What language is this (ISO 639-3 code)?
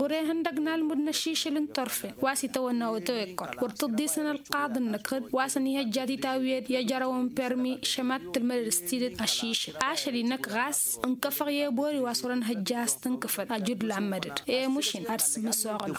taq